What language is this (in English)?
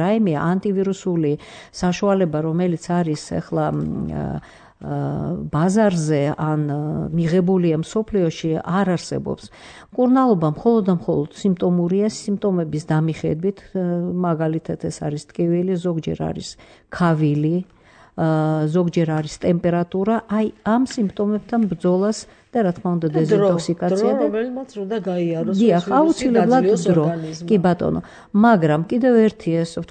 Georgian